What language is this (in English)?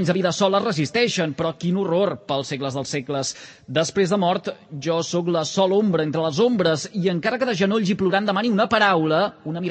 Catalan